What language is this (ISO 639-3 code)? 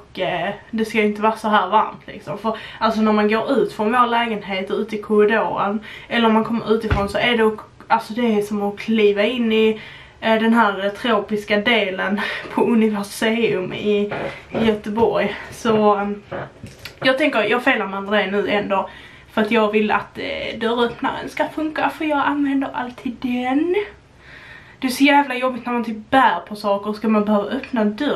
swe